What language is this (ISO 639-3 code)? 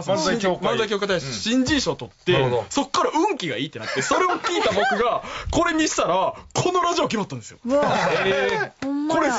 jpn